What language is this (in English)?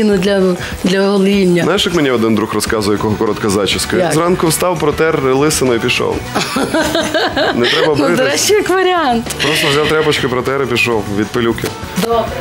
Ukrainian